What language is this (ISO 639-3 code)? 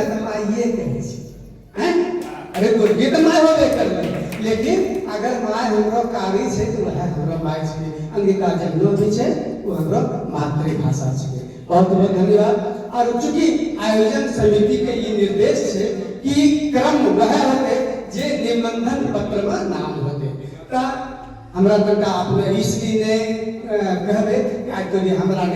anp